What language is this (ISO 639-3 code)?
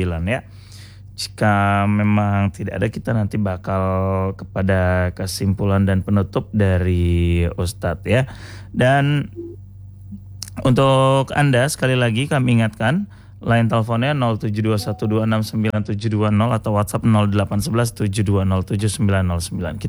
ind